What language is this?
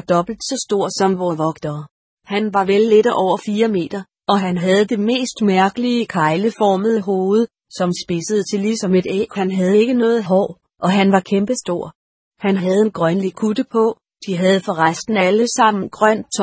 Danish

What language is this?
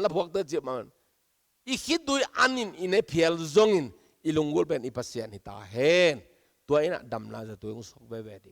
Tedim Chin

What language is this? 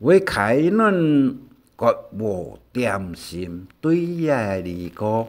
Hakka Chinese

